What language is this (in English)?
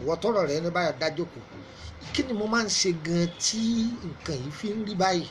Yoruba